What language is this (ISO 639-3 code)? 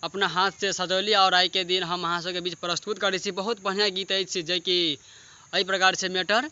mai